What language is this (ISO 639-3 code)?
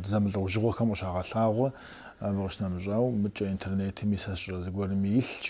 kbd